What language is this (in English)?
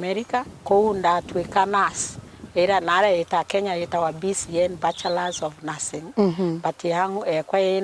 Meru